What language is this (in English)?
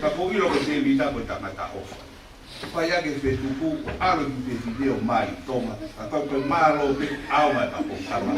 Tongan